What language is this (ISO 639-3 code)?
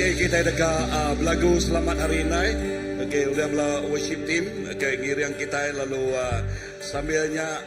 iba